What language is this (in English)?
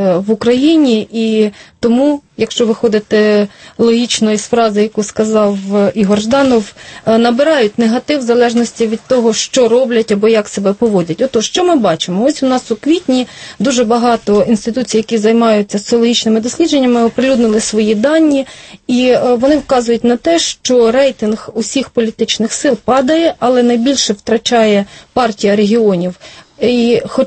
Ukrainian